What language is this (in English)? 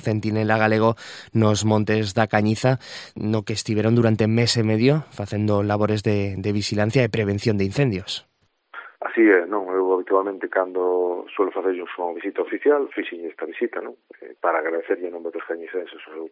Galician